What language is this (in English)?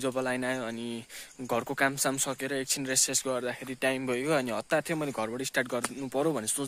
Nepali